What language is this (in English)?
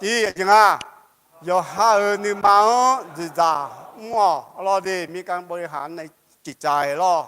Akha